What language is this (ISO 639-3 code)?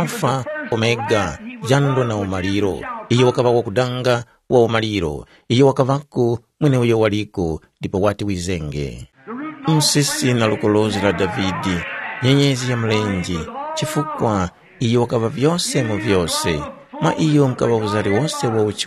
tum